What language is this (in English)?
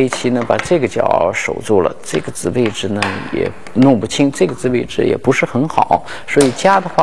Chinese